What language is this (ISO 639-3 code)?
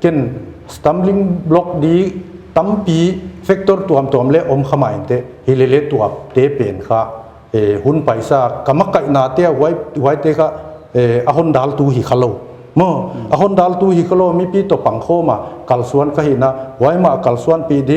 pck